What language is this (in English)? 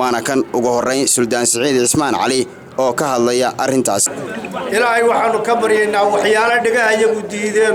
Somali